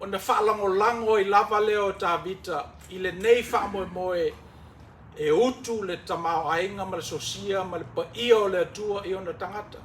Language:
Samoan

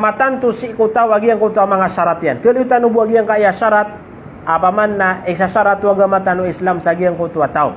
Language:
Maranao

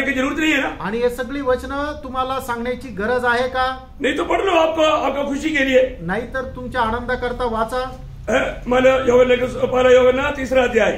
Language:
Marathi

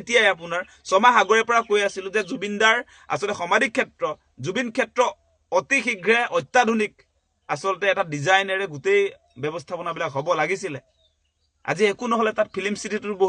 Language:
Assamese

